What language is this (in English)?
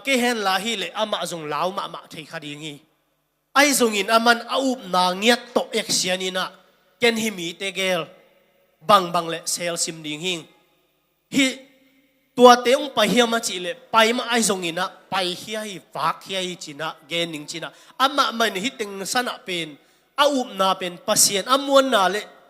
Tedim Chin